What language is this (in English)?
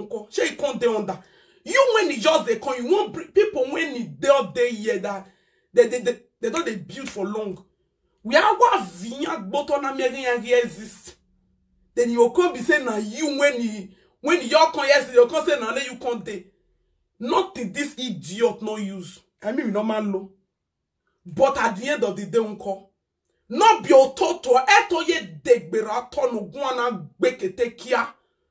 Nigerian Pidgin